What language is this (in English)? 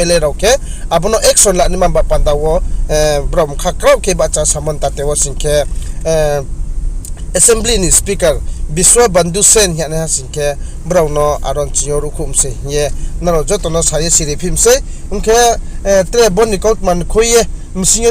Riang (India)